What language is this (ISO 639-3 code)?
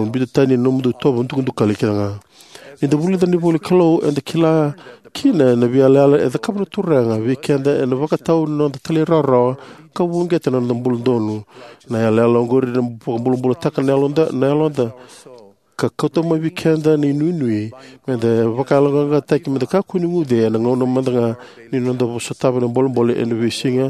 fij